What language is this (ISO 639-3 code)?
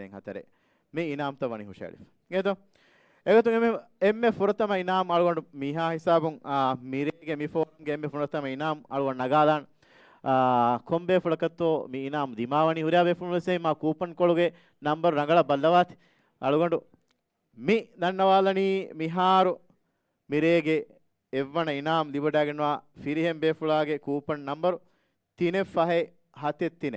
div